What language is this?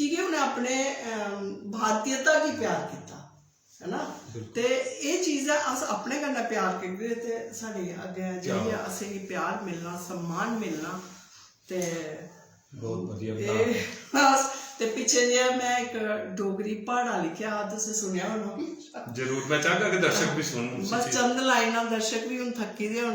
Dogri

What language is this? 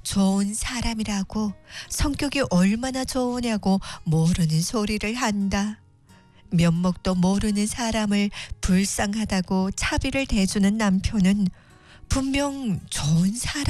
Korean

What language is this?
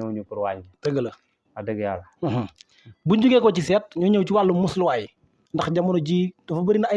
Wolof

